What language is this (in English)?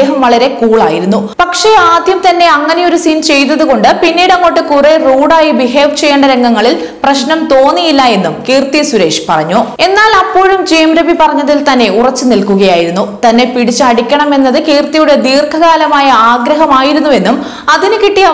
Malayalam